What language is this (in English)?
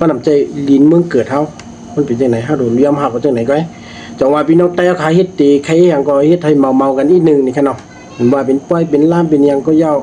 Shan